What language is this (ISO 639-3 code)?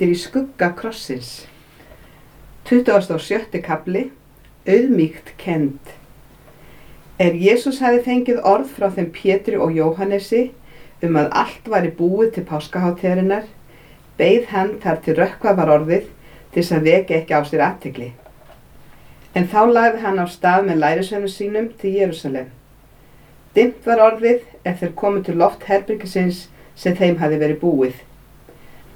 isl